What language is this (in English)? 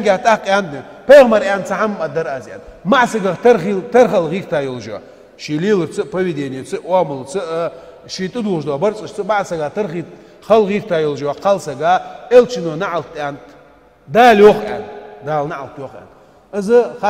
Ingush